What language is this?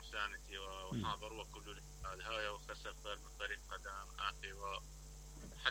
Mesopotamian Arabic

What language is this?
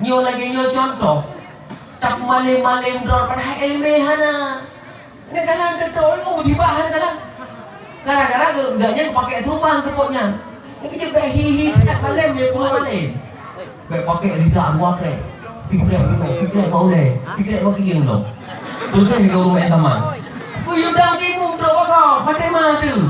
Achinese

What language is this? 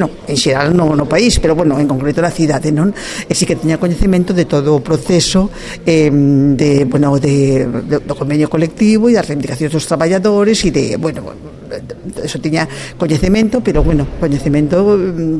Galician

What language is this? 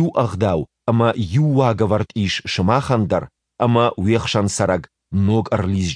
Ossetic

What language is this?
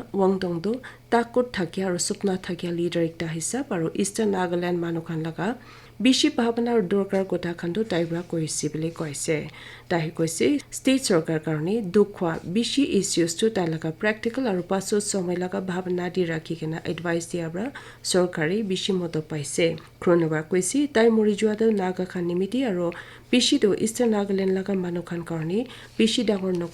Naga Pidgin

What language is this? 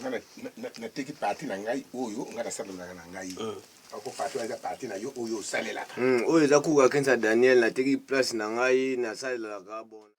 Lingala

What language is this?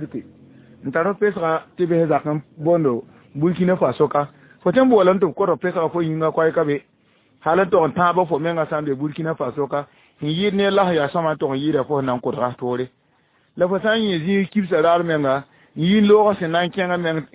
Mossi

